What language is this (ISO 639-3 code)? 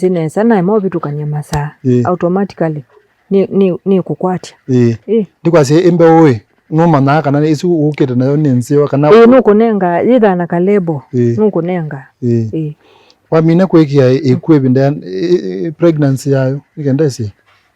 kam